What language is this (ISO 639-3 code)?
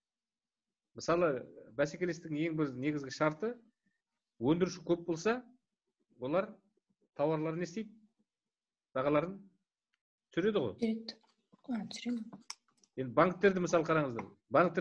kaz